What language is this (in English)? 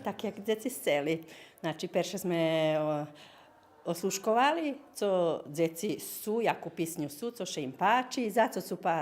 Rusyn